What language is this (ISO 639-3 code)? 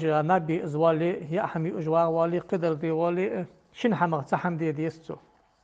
inh